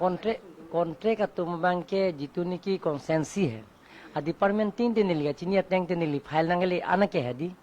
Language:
Karbi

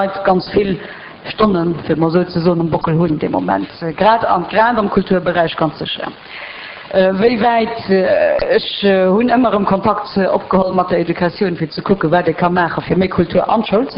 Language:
Luxembourgish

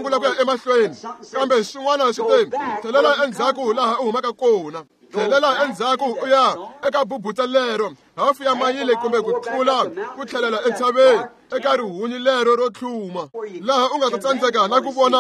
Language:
Tsonga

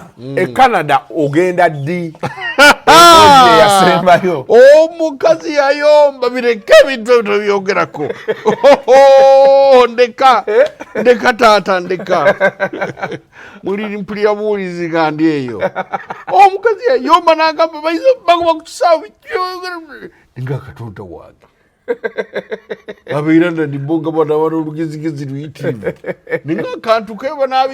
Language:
Ganda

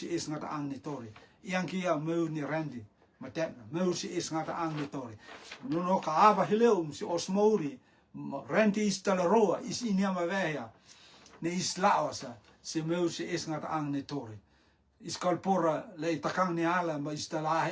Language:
Rotuman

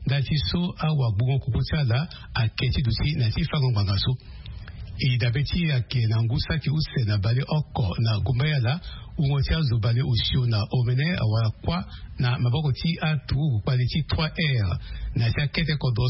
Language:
Sango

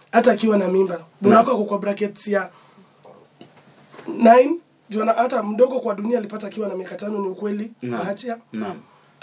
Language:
Swahili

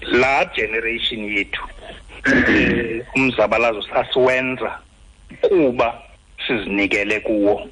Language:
Xhosa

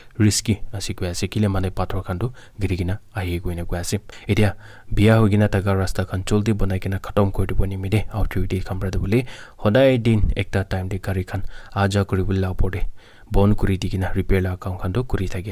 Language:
Naga Pidgin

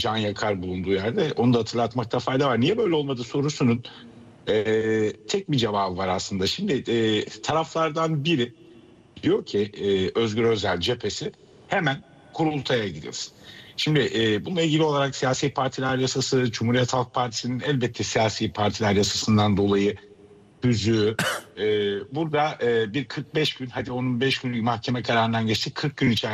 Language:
Turkish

